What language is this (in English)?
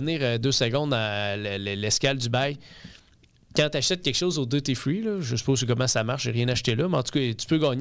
French